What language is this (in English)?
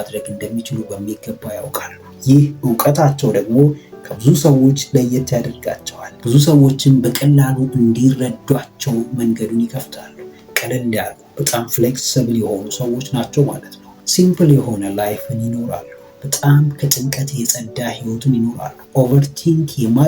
Amharic